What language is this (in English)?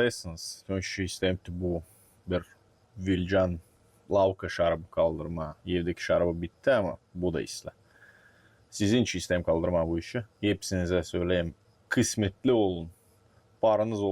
Gagauz